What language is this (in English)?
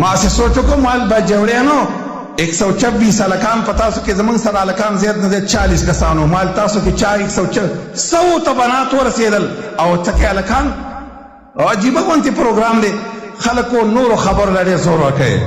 Pashto